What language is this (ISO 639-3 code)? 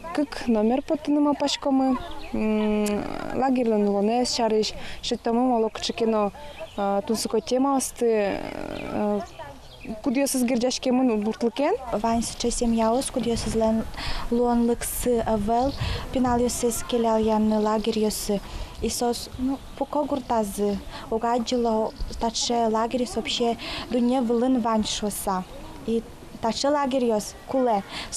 udm